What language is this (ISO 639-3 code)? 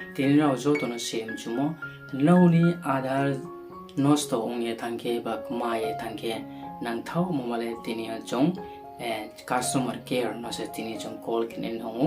ria